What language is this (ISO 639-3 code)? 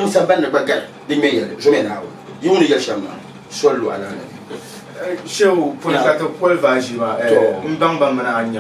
dag